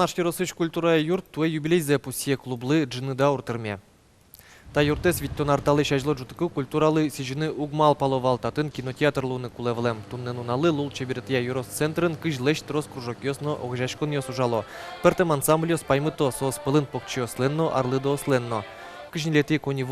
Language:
Udmurt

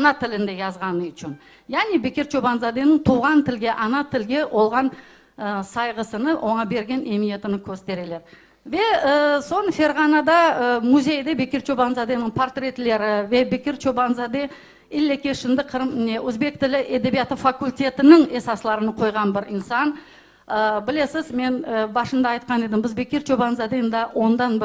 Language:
Crimean Tatar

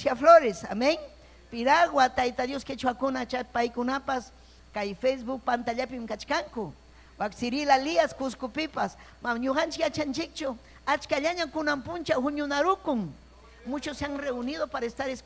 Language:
Ayacucho Quechua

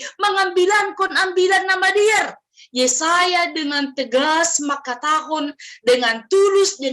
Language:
Batak Simalungun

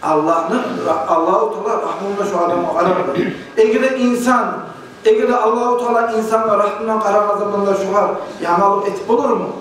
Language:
Kumyk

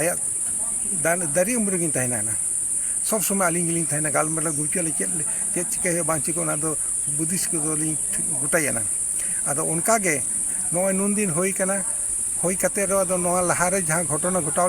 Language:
Santali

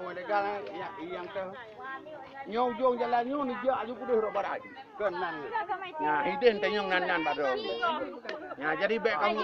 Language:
Achinese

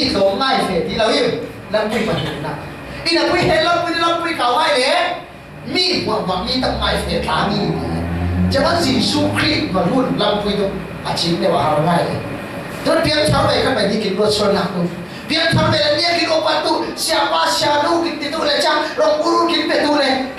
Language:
Falam Chin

